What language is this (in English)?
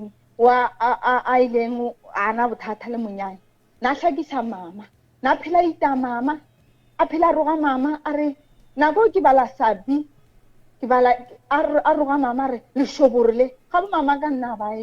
Northern Sotho